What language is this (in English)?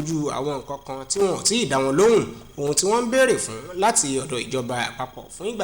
Yoruba